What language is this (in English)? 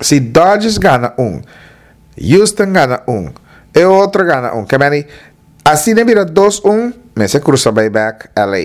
Papiamento